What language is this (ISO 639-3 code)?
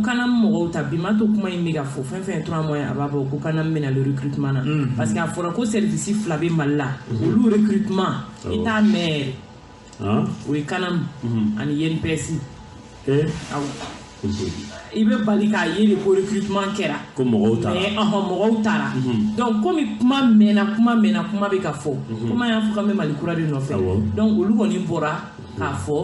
bam